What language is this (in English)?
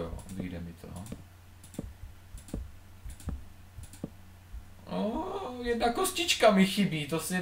Czech